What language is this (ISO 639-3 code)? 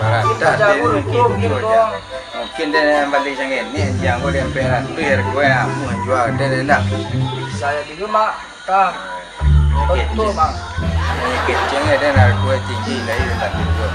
min